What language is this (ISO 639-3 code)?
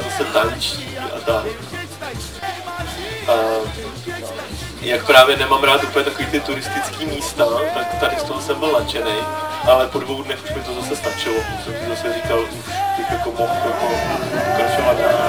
ces